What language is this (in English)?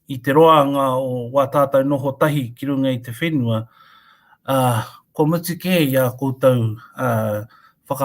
Māori